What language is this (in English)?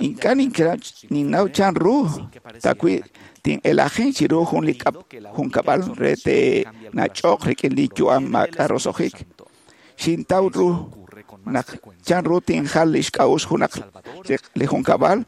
Kekchí